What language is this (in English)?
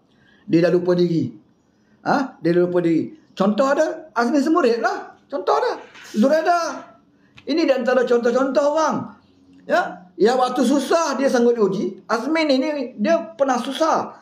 Malay